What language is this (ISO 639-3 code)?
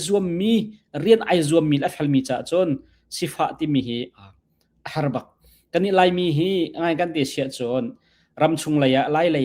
cnh